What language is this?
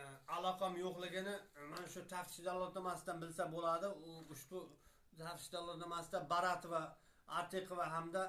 Uzbek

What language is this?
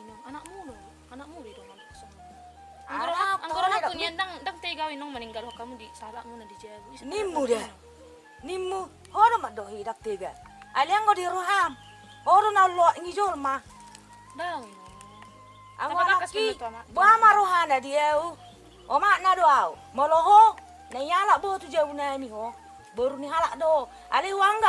Batak Toba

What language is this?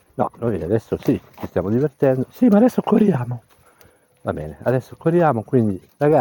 Italian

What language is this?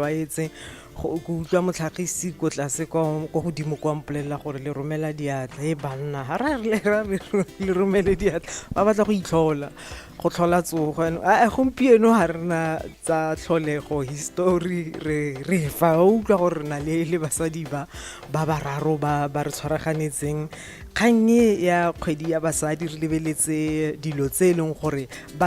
Tswana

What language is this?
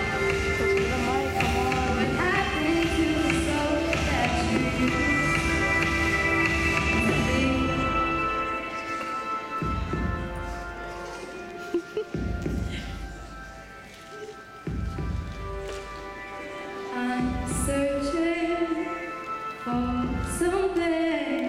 English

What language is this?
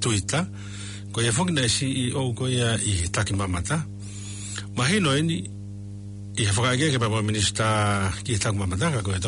Tongan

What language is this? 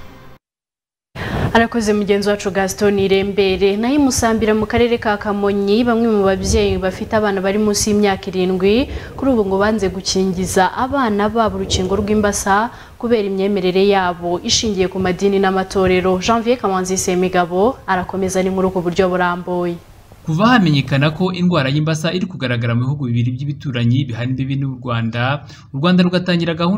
Kinyarwanda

